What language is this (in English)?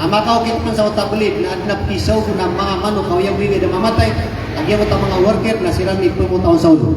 Maranao